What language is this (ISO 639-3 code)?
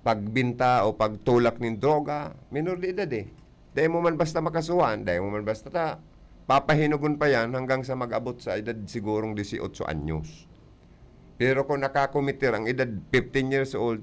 bik